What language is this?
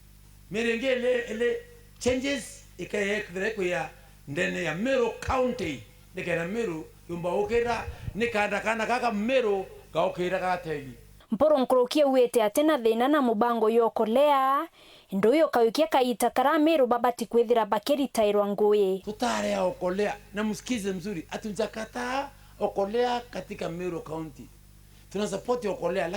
Meru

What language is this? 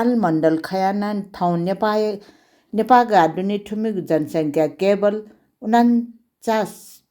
Newari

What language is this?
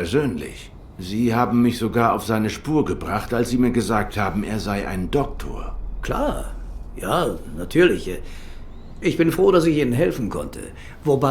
Swiss German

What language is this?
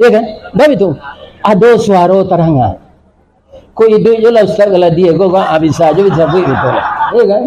Minangkabau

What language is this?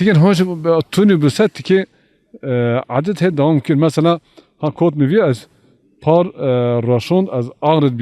Zaza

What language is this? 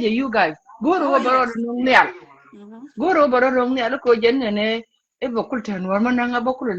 Nuer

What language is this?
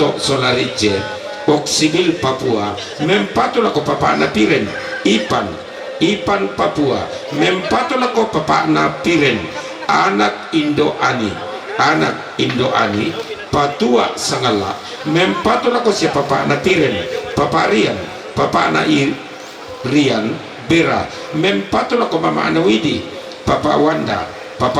Toraja-Sa'dan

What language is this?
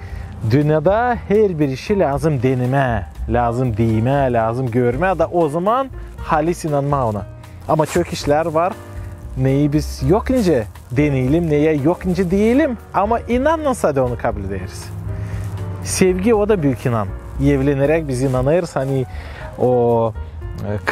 Gagauz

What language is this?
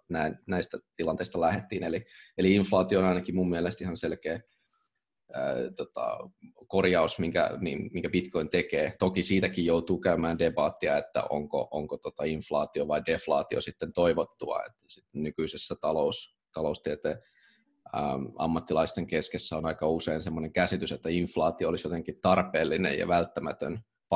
Finnish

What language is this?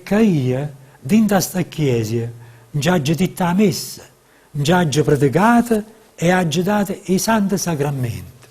Neapolitan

